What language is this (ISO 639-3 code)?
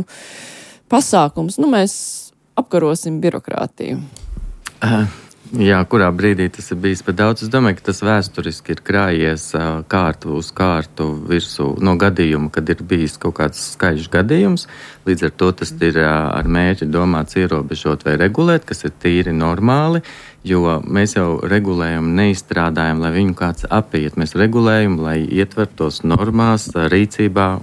lav